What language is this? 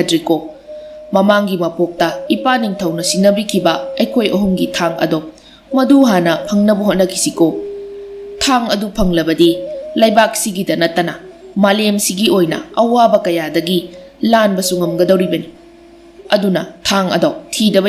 Manipuri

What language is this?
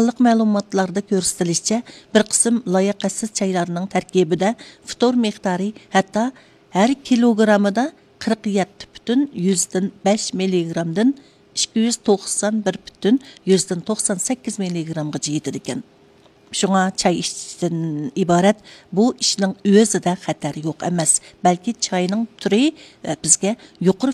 Uyghur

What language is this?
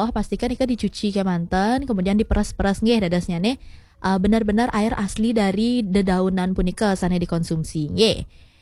Balinese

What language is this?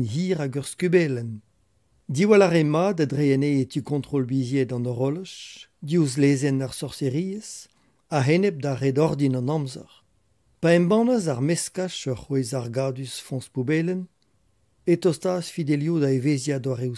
Breton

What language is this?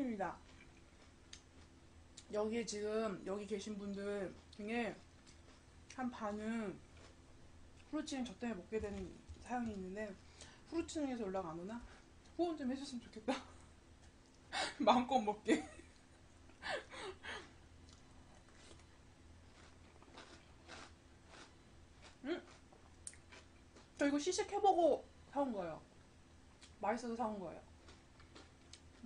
Korean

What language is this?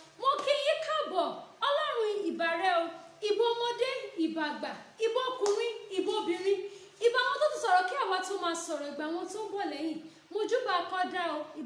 Yoruba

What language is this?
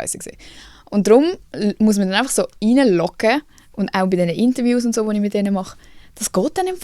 Swiss German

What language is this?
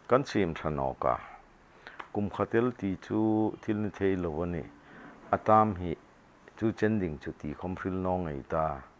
Hmar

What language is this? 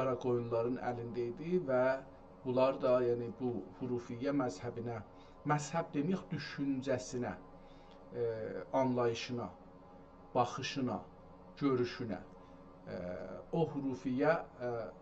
South Azerbaijani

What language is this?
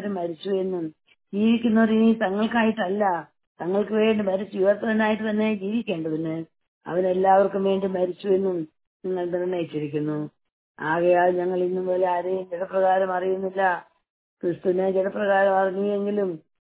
Malayalam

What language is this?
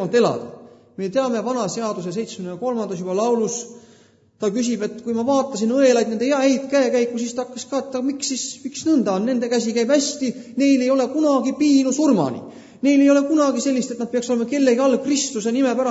Estonian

